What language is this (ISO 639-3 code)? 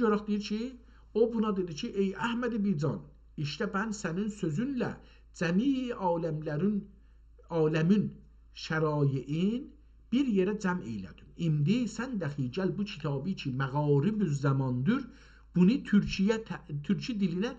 azb